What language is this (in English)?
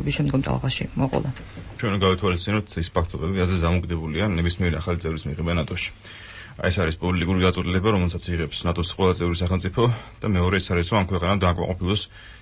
Georgian